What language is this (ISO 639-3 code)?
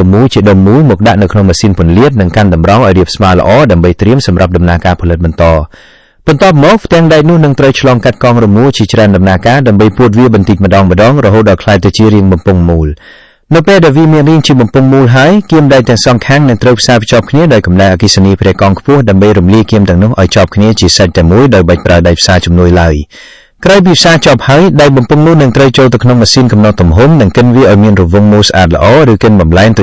khm